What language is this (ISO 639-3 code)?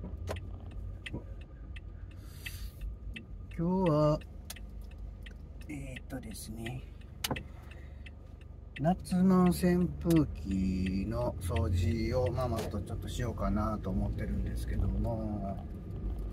jpn